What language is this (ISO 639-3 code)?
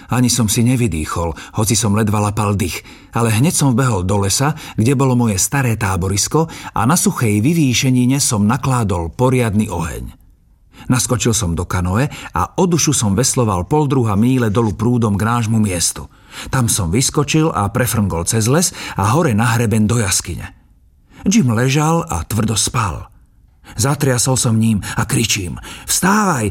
slk